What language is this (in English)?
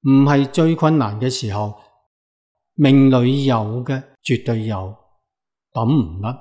Cantonese